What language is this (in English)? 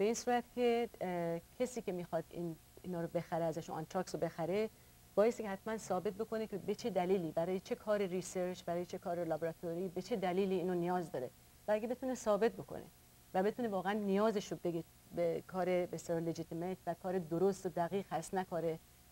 Persian